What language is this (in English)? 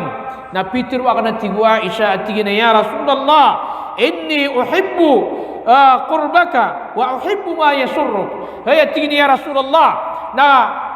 Maranao